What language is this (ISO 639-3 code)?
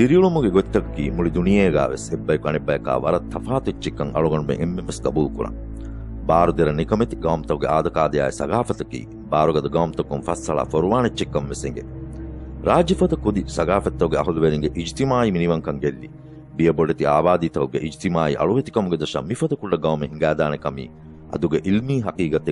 div